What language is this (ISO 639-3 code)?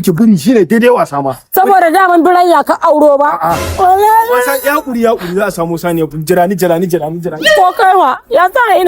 hau